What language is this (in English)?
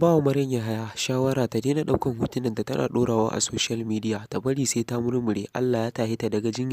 Hausa